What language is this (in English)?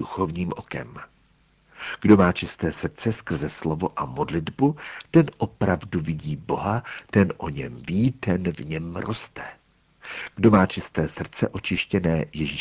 Czech